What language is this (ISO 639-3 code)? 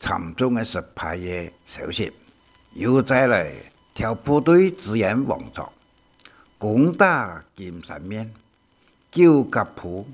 hak